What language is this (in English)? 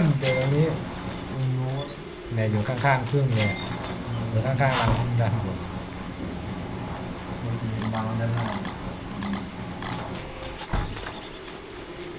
Thai